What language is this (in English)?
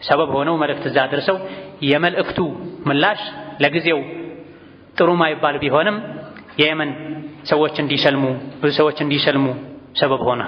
Amharic